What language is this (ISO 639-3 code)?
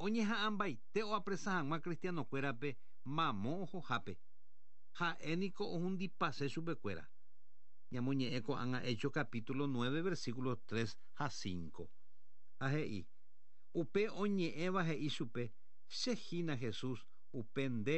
grn